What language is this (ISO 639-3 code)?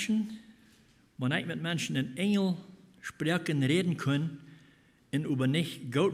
pdt